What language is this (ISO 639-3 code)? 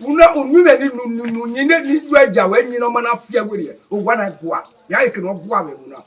bin